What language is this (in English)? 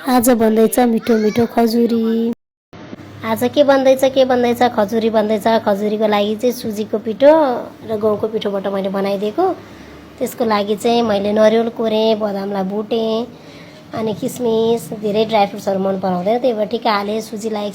Nepali